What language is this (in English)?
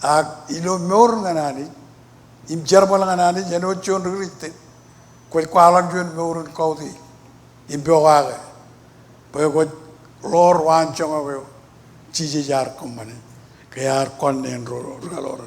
Marshallese